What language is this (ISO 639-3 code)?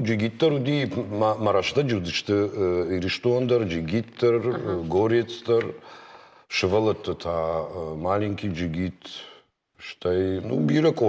oss